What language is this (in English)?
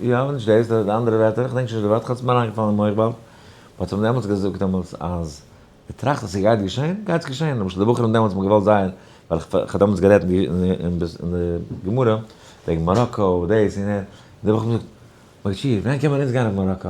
Yiddish